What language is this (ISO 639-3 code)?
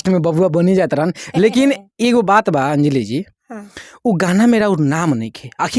bho